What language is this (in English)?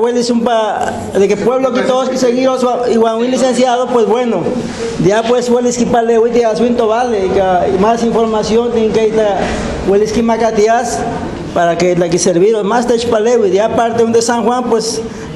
Guerrero Nahuatl